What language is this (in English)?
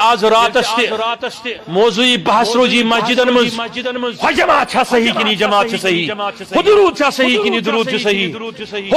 Kashmiri